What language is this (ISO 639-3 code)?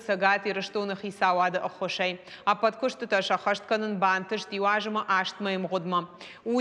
oss